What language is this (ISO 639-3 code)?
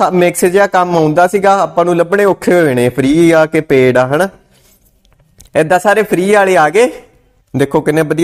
pan